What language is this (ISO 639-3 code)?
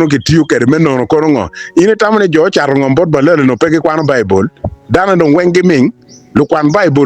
ach